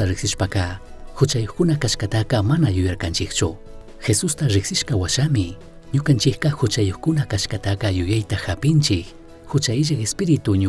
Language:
Chimborazo Highland Quichua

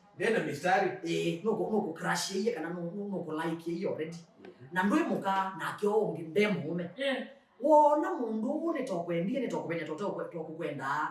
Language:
Kamba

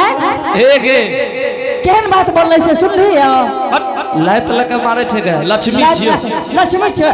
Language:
Angika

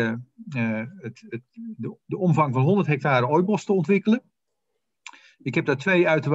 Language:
Dutch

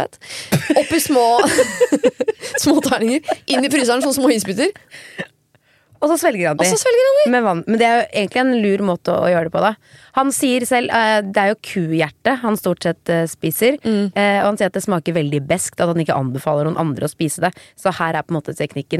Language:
Norwegian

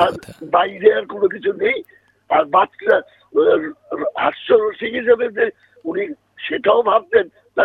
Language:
Bangla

